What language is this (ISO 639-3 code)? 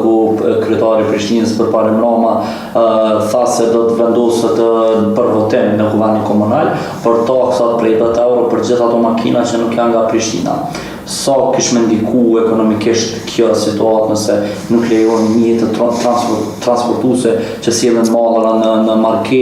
sqi